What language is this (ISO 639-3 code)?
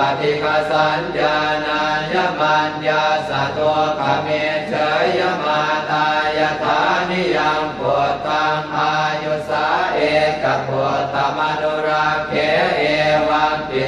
pli